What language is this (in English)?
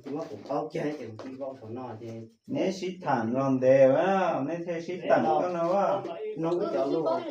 Hmong